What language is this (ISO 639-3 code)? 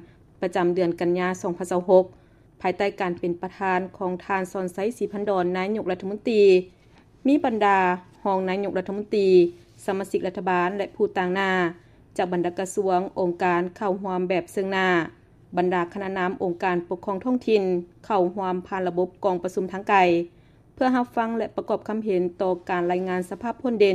lao